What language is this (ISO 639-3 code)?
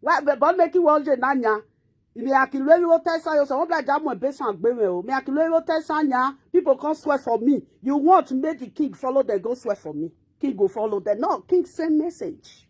pcm